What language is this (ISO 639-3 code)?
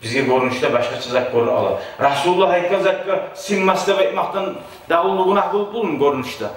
kum